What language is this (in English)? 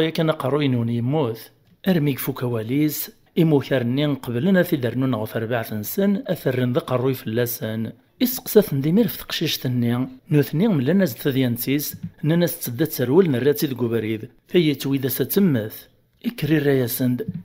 Kabyle